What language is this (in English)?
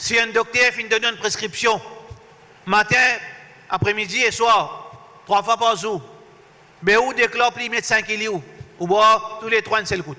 Morisyen